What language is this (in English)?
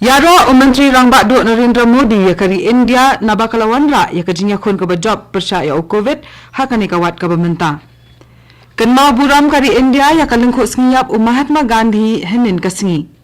Khasi